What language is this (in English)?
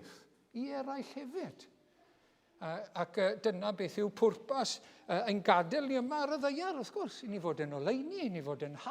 Welsh